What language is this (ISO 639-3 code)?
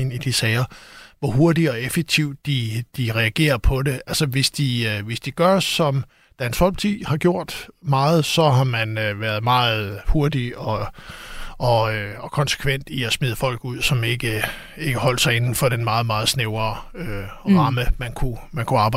dan